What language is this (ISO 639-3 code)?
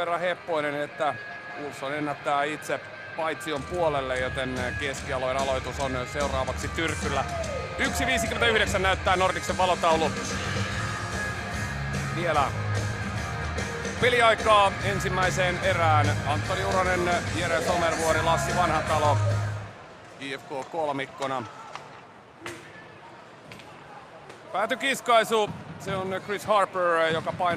fin